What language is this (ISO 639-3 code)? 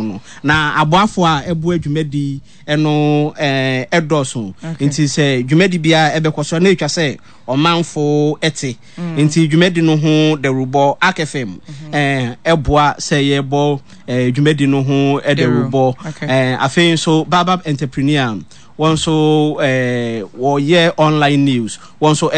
aka